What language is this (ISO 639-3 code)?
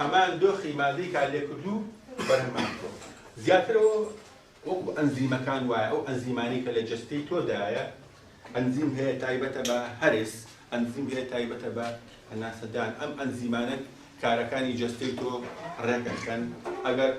ckb